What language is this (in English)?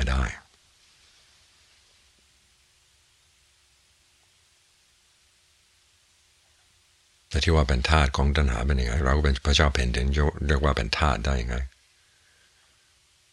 Thai